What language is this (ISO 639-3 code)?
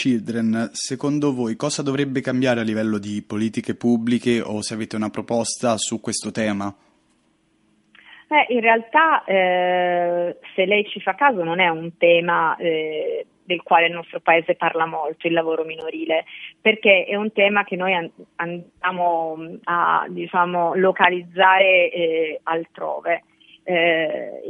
ita